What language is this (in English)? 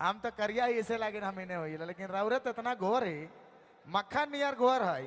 Sadri